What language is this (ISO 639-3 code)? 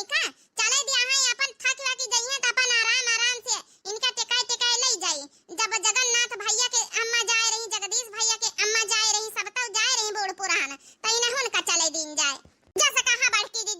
awa